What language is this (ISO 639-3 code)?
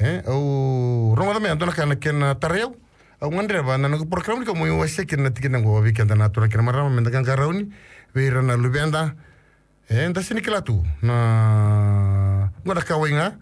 fij